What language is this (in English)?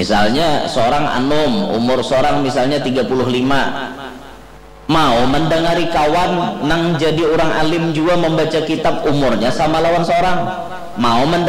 Banjar